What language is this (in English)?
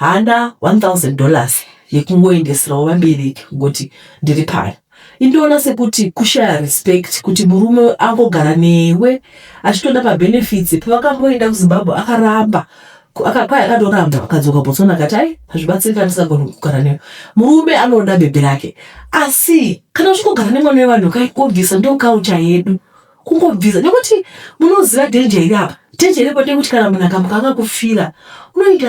Shona